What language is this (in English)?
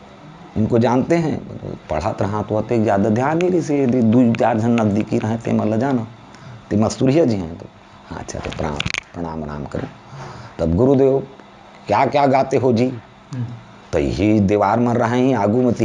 Chhattisgarhi